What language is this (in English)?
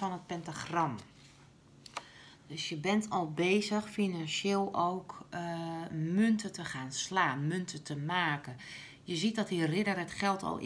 Dutch